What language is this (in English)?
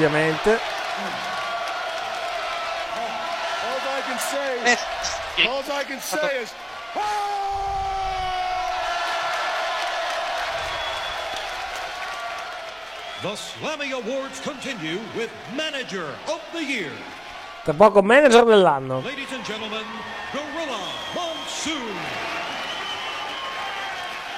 Italian